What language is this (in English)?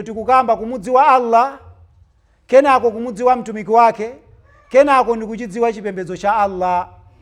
Nyanja